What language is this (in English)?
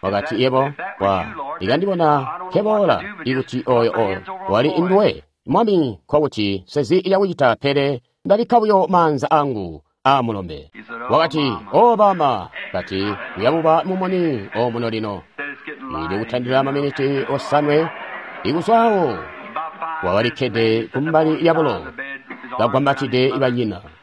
Tonga (Zambia)